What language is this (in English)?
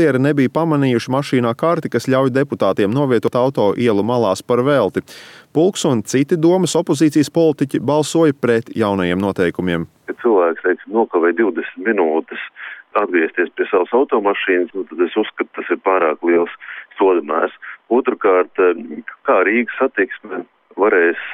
Latvian